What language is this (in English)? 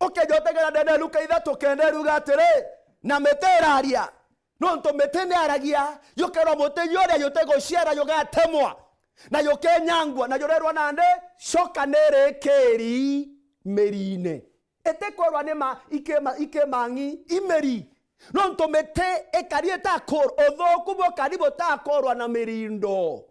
Meru